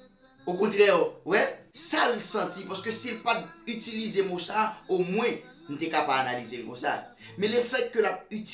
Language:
Haitian Creole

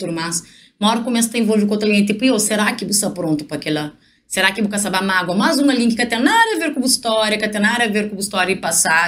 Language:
Kabuverdianu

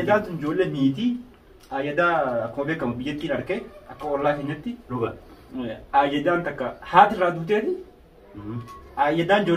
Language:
Oromo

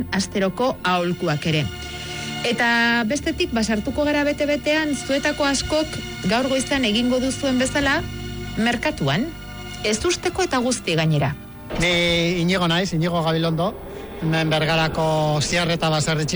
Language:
Basque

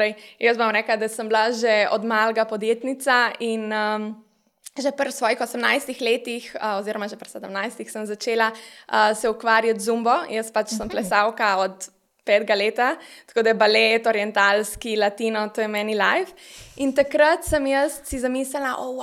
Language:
Slovenian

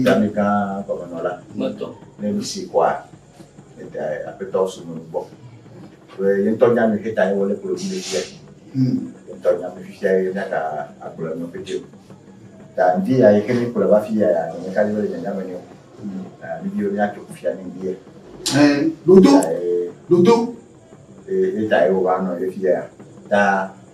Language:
Ewe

